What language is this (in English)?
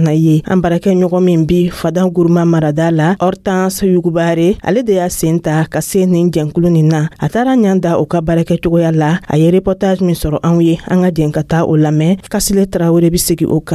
Dyula